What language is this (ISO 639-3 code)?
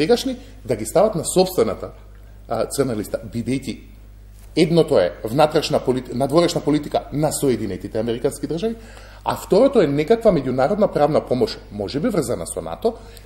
mkd